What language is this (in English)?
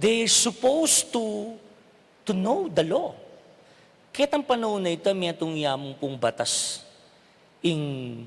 Pampanga